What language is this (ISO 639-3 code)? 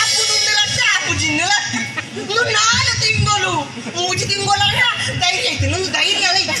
tcy